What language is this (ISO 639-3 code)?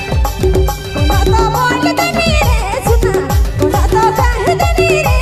sck